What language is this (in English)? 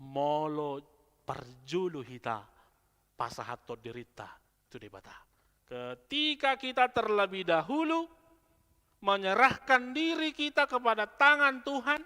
Batak Toba